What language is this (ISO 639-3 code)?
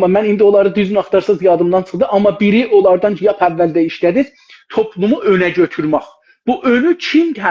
azb